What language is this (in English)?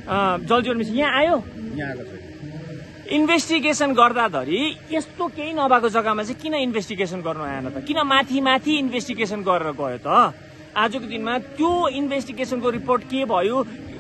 Nepali